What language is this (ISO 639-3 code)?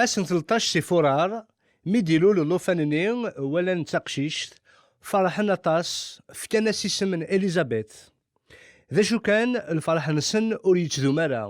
kab